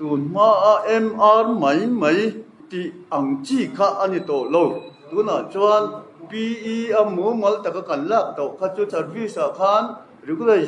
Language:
Mizo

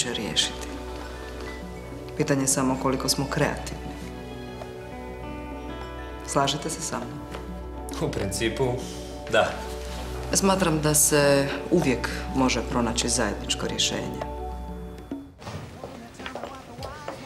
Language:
Croatian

